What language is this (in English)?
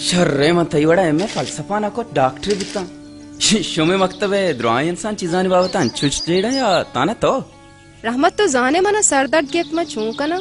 Baluchi